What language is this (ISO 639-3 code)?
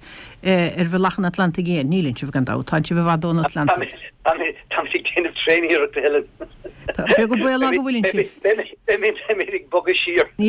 gle